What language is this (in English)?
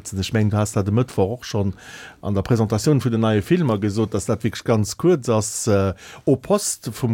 Luxembourgish